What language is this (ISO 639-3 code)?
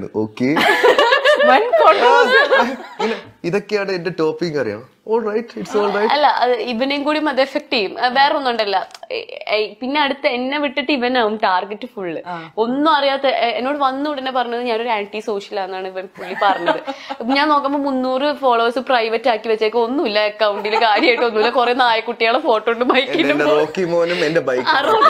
mal